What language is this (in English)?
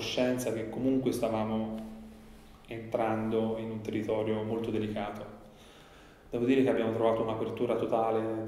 Italian